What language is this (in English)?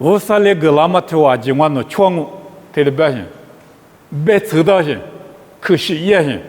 Lisu